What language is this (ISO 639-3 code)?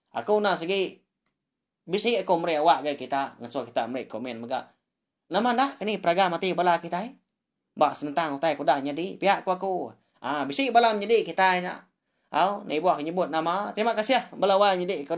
iba